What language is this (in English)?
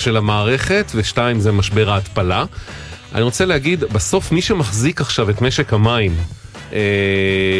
Hebrew